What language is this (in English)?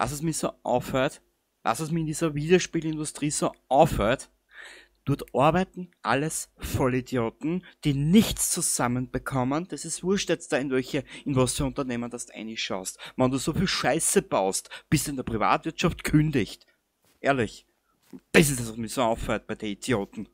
Bavarian